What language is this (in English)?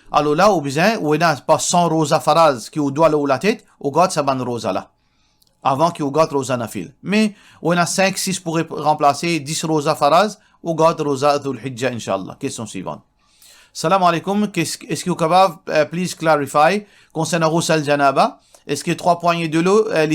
Morisyen